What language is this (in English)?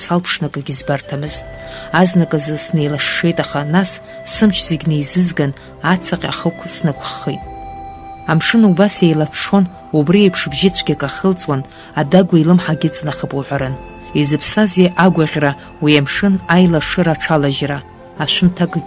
Abkhazian